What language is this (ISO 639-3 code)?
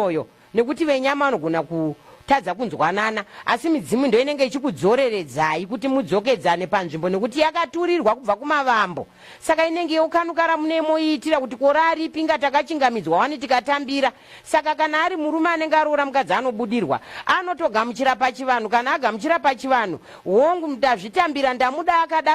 sna